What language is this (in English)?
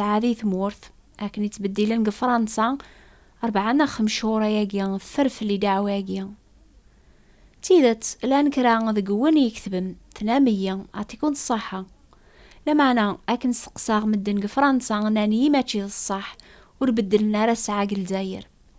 Kabyle